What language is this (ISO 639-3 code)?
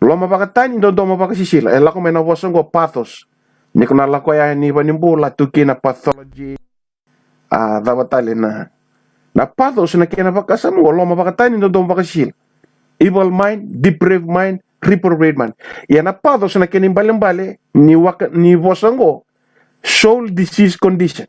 fij